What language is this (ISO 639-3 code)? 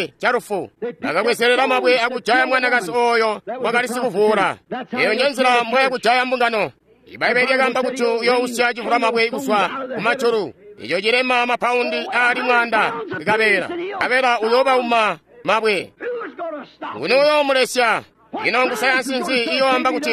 toi